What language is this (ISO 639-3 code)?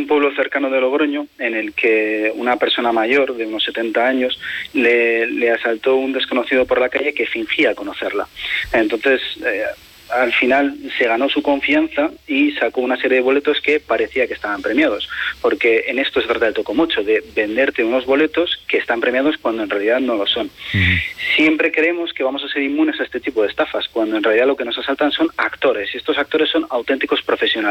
spa